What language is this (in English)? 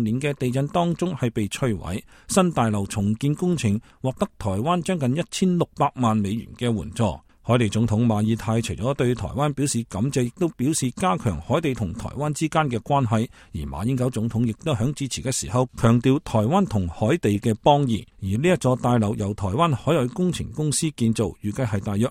Cantonese